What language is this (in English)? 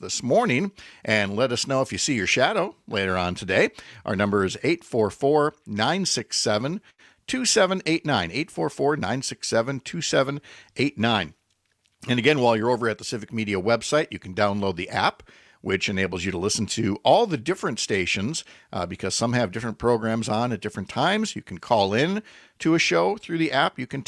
English